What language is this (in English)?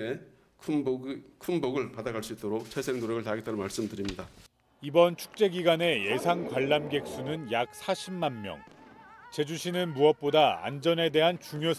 Korean